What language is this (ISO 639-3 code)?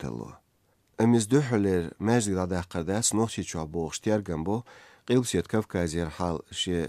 che